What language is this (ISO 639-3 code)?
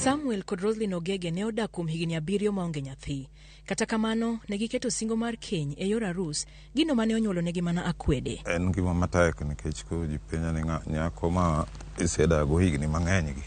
luo